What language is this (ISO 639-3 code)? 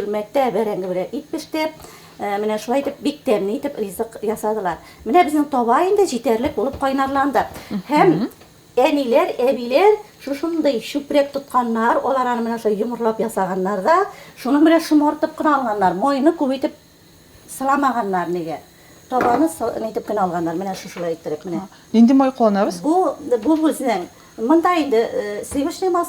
tat